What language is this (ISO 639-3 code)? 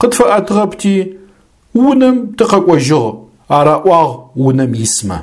ady